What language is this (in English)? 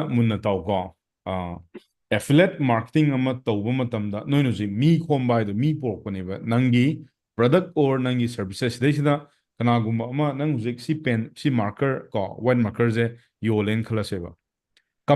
Manipuri